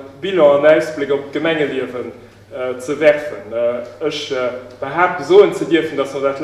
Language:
Luxembourgish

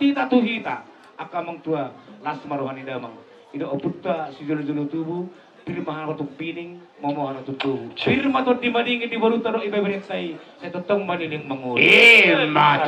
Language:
Batak Toba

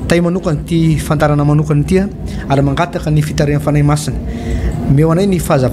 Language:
Malagasy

